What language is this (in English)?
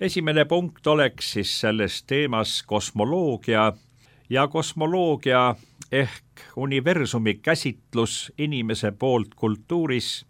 Estonian